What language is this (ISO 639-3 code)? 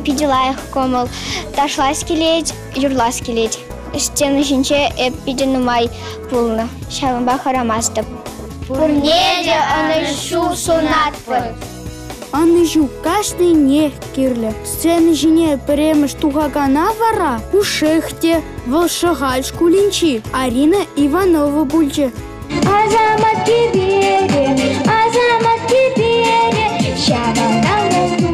chv